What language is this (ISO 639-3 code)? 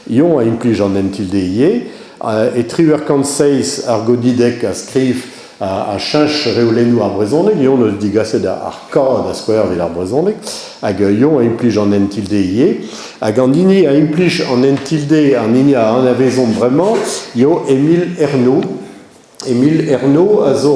bre